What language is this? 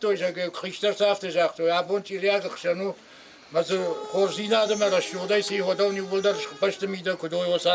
Ossetic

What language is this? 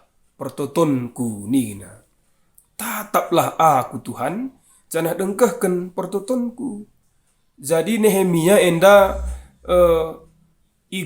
Batak Karo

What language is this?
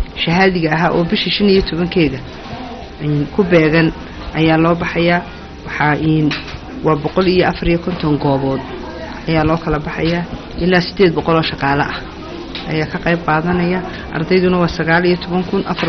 Somali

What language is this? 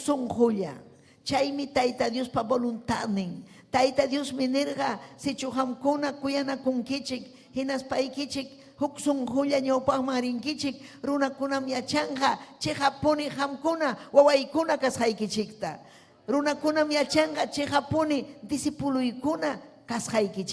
Ayacucho Quechua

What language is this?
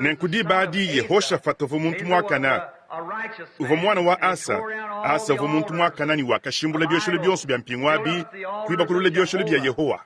Luba-Lulua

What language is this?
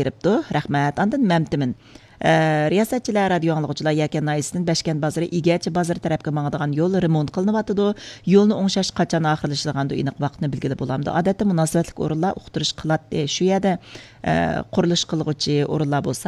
Uyghur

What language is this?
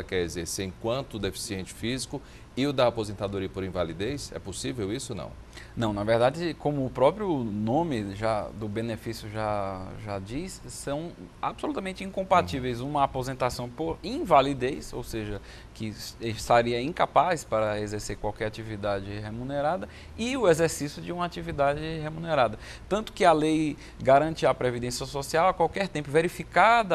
Portuguese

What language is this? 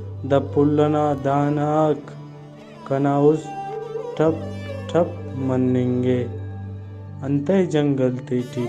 Brahui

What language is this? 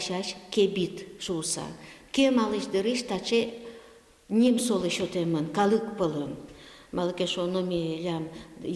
Udmurt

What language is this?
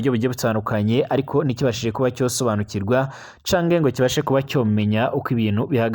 Rundi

